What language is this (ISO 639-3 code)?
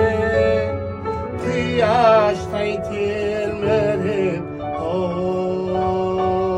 kaz